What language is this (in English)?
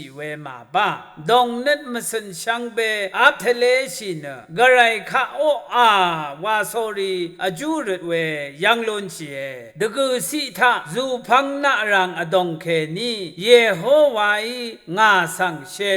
Rawang